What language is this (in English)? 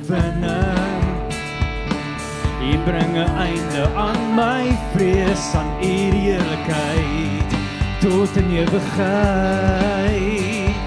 Afrikaans